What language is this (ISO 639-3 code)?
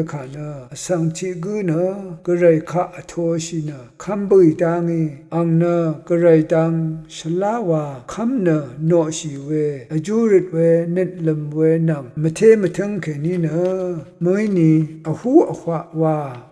raw